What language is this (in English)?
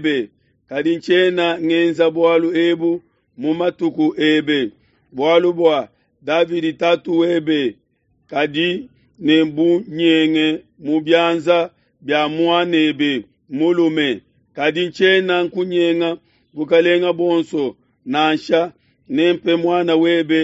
Luba-Lulua